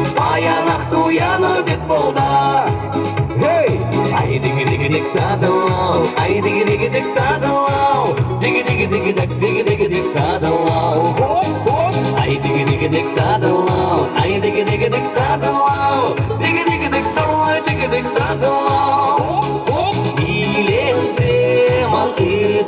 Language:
Chuvash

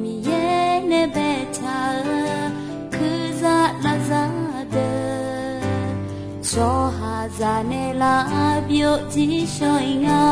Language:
Akha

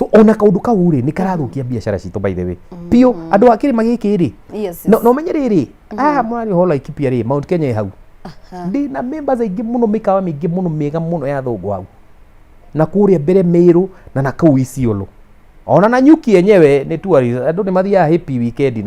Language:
Kikuyu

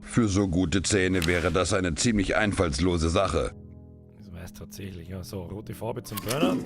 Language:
Bavarian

